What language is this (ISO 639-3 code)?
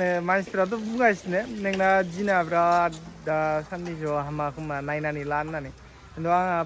brx